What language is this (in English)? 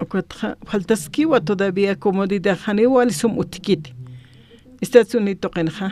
Aymara